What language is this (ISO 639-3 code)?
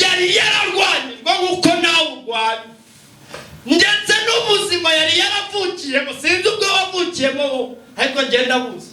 kin